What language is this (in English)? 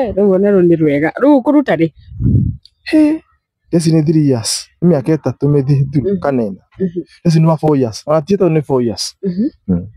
Kikuyu